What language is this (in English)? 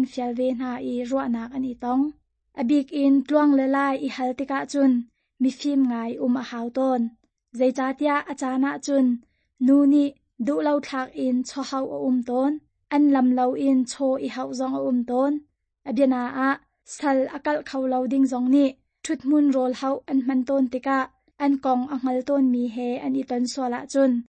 Hakha Chin